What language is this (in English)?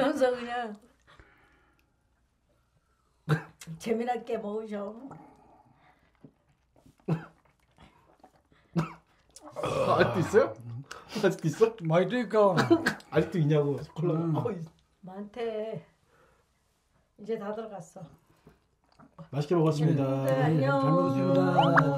Korean